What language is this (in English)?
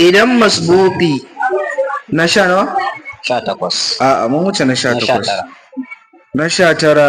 Hausa